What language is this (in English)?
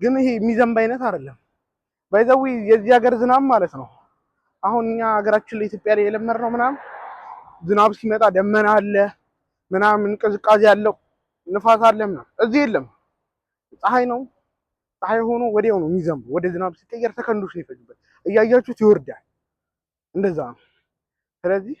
Amharic